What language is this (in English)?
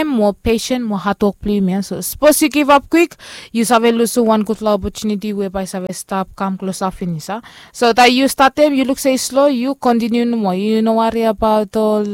Bislama